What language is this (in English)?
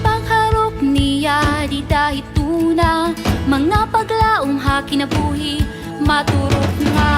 Waray